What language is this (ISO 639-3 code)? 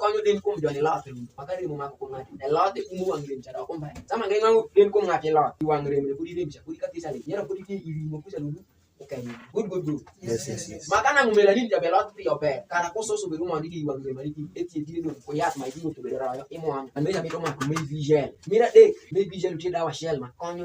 alz